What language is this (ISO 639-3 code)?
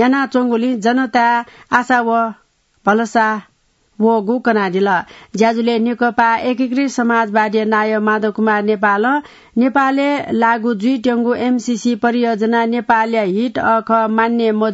new